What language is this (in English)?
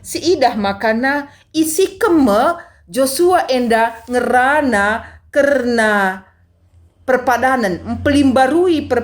Batak Karo